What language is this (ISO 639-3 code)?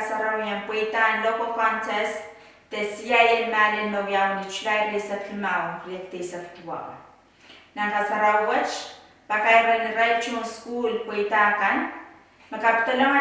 pon